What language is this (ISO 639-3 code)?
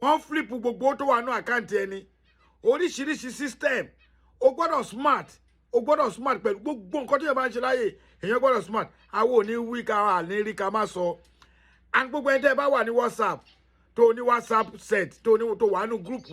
yor